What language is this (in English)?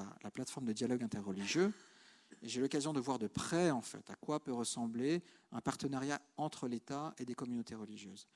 French